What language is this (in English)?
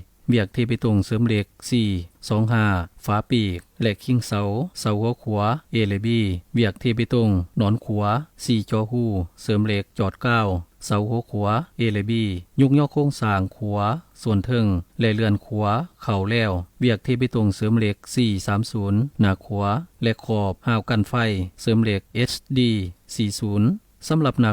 Lao